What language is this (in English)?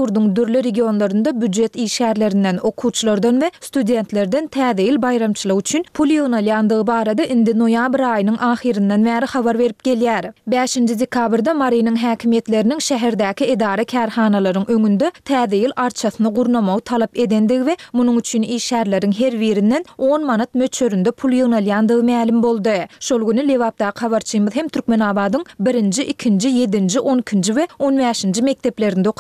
Turkmen